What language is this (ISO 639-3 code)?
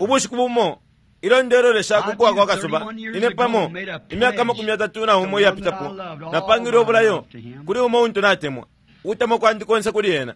bem